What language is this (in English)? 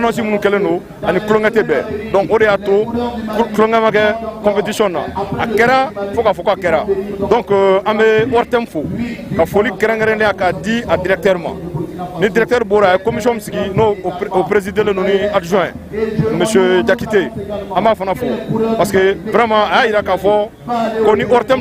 Bambara